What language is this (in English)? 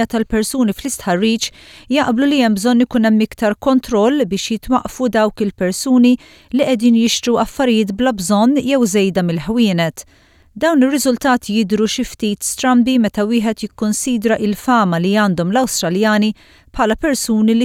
Maltese